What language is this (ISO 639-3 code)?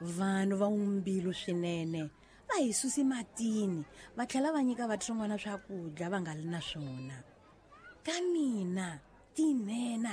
tso